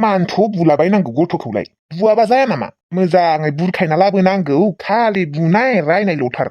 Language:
Bodo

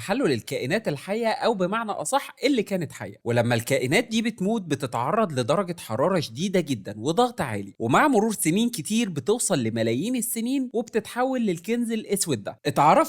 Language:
Egyptian Arabic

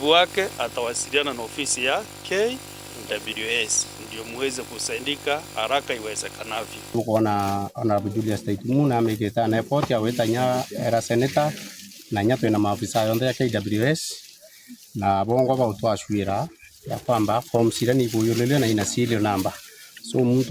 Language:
Meru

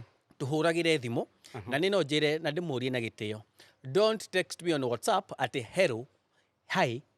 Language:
Kikuyu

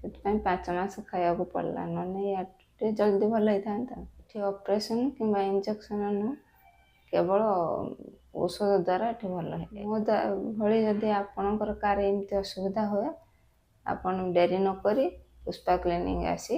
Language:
Odia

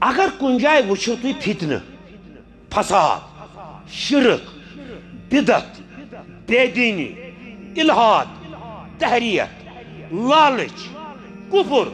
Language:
Kashmiri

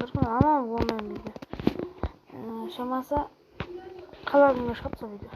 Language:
Kara-Kalpak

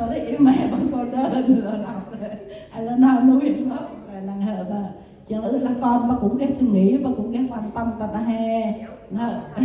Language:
Central Mnong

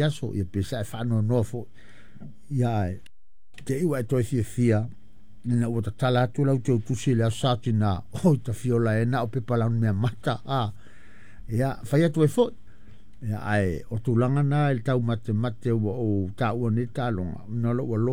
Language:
Samoan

